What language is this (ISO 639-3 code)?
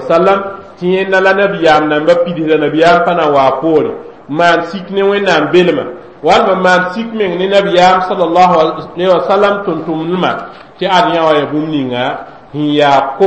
mos